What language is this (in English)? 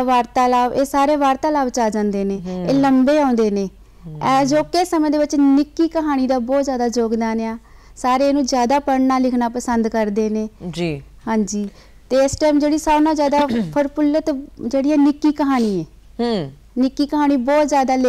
Punjabi